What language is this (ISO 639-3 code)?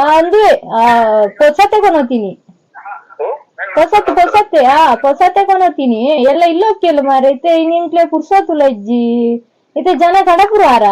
tcy